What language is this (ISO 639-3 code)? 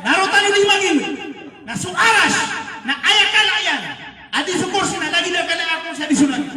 mrw